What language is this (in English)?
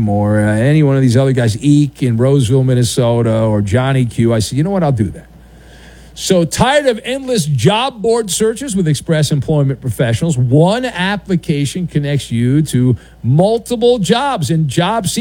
English